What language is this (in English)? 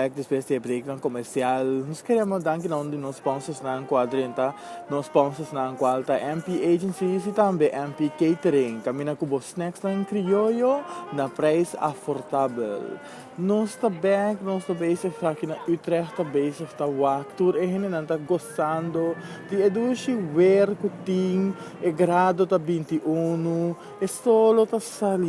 Papiamento